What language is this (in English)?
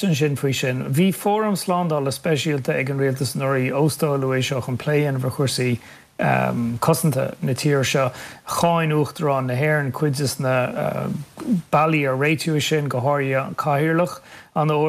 Irish